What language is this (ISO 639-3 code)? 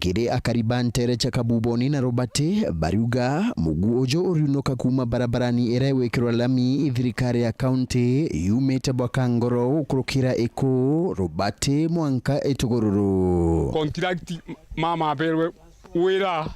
mer